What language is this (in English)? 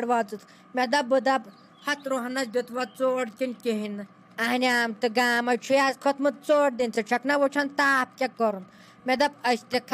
Kashmiri